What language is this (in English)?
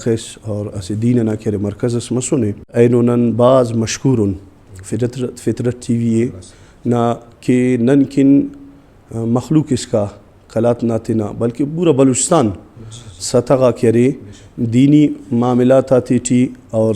Brahui